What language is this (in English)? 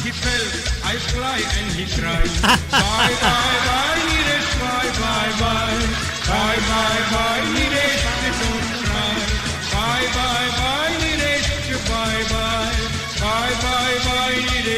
Morisyen